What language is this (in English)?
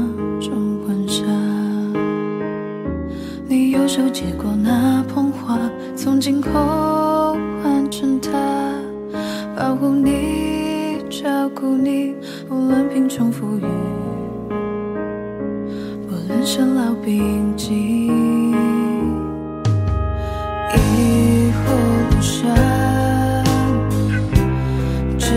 Chinese